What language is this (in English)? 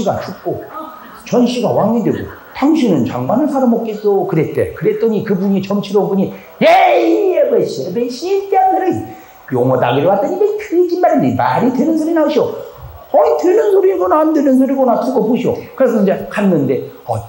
Korean